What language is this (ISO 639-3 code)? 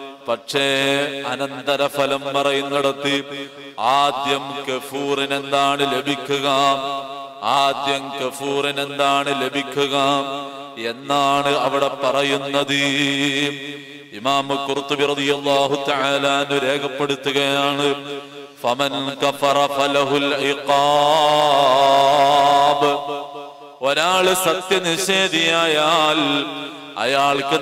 mal